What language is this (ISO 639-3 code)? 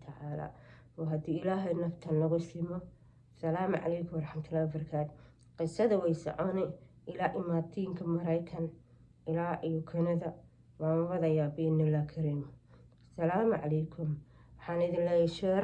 som